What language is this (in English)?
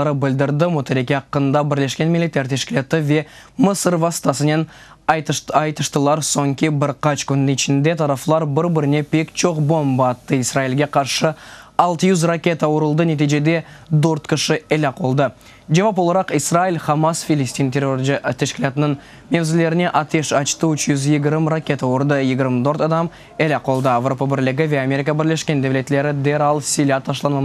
Crimean Tatar